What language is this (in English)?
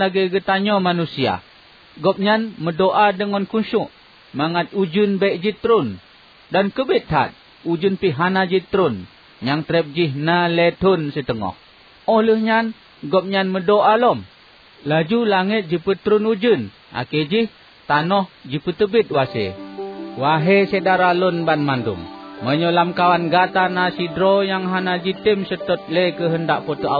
Achinese